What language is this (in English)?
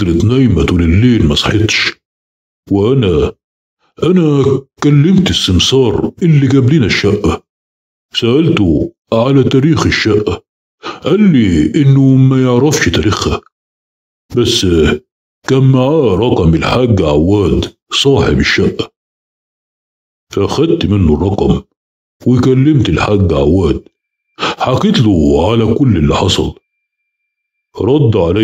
Egyptian Arabic